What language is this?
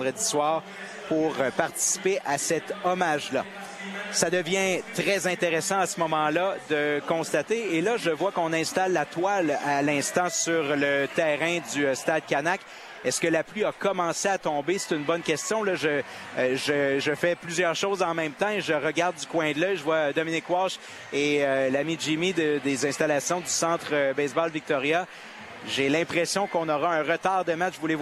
French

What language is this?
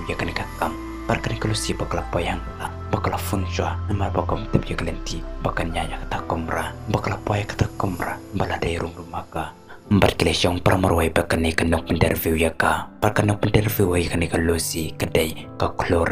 Khasi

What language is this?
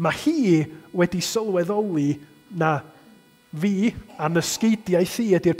Welsh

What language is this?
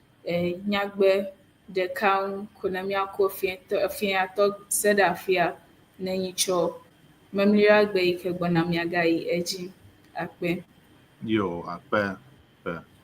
Ewe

